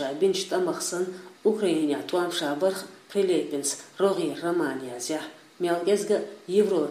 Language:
Chechen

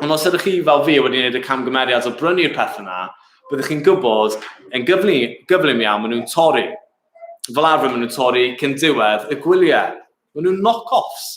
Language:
Welsh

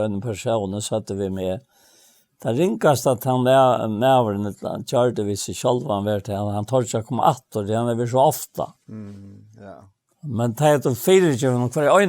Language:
Faroese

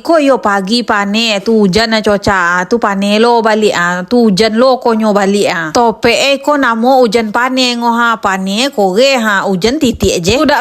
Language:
Minangkabau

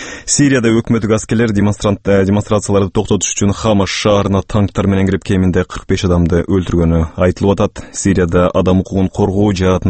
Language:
Kyrgyz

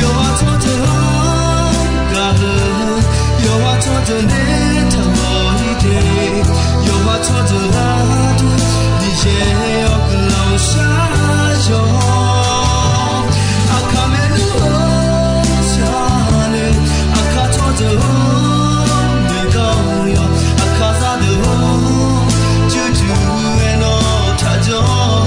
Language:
Akha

